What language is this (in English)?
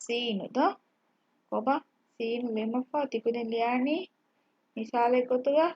Divehi